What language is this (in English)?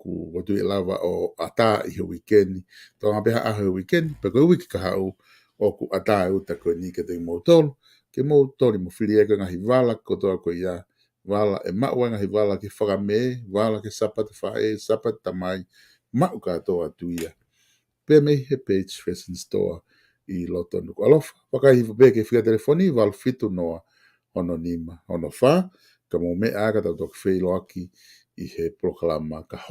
Tongan